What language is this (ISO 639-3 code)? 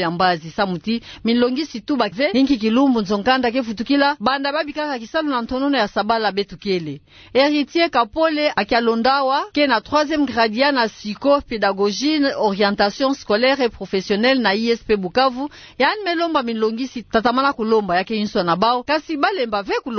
ktu